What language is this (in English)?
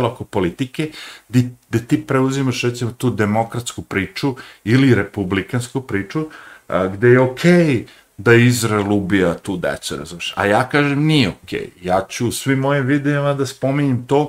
Serbian